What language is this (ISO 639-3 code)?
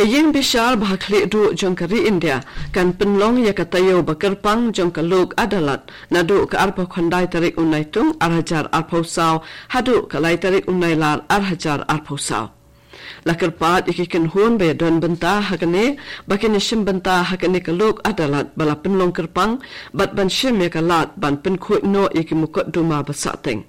kha